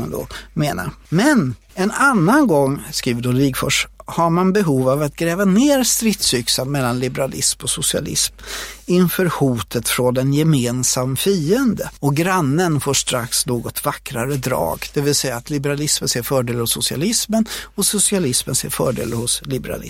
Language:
Swedish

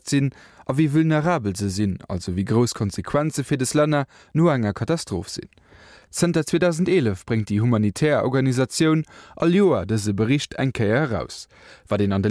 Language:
Luxembourgish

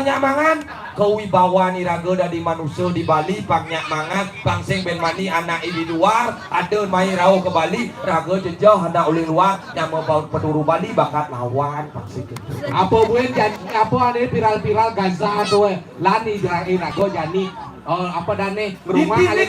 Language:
Balinese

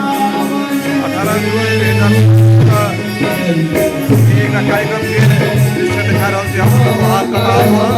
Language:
Maithili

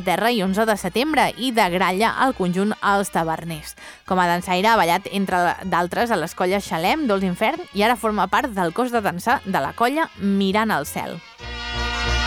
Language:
Catalan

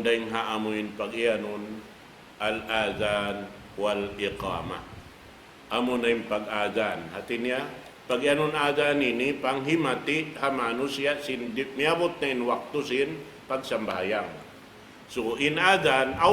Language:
Tausug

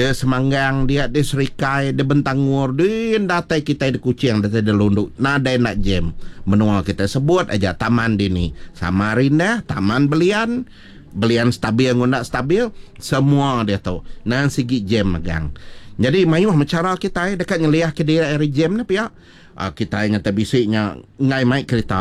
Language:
Iban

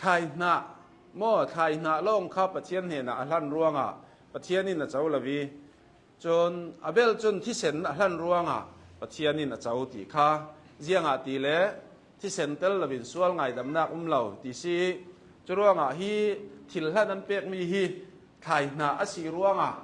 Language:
Hakha Chin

